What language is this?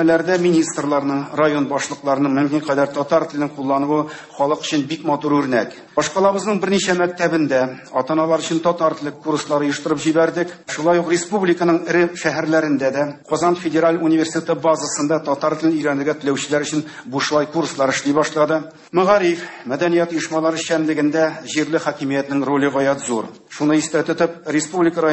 Tatar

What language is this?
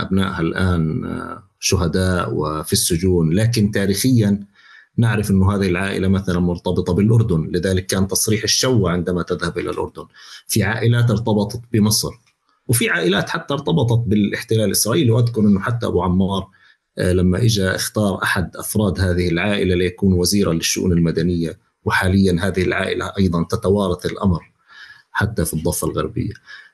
North Levantine Arabic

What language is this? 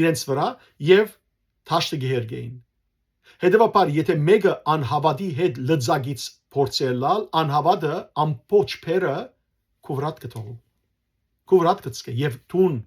Western Armenian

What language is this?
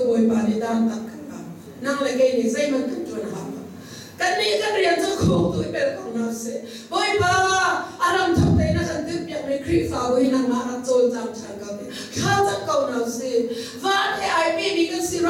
Hakha Chin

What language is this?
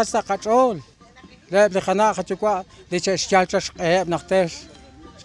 Kekchí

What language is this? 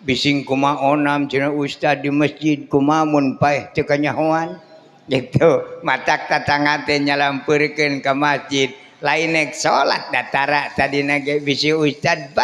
Sundanese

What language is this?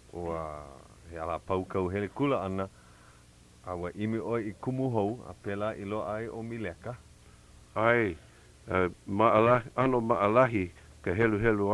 Hawaiian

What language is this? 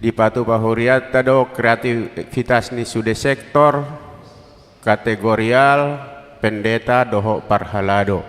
Batak Toba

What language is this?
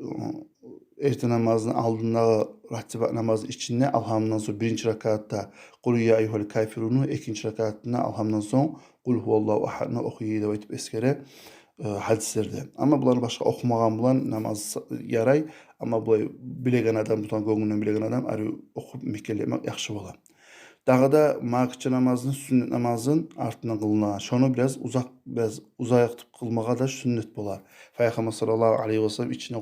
Kumyk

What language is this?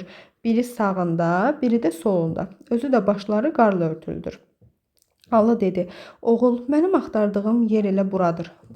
Azerbaijani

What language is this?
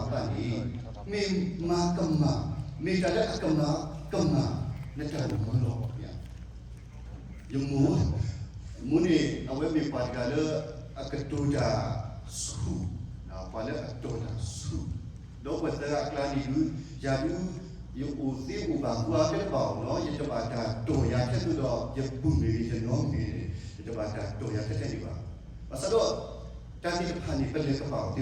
S'gaw Karen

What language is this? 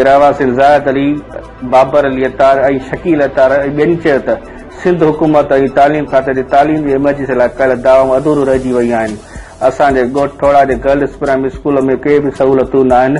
Sindhi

